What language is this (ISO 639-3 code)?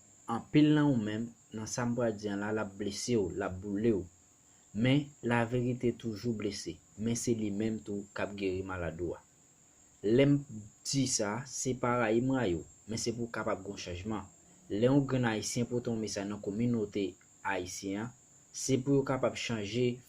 hat